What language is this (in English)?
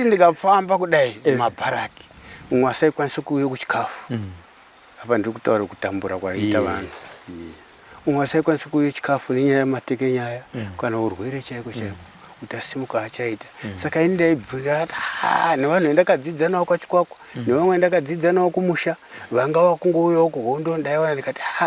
Shona